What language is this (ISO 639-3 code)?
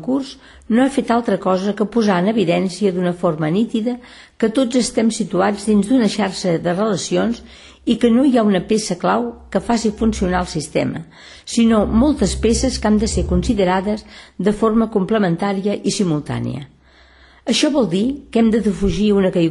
cat